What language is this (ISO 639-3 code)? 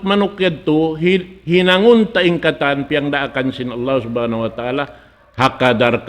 tsg